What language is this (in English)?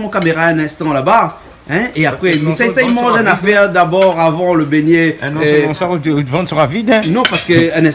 Réunion Creole French